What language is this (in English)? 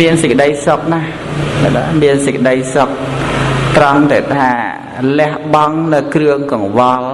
Khmer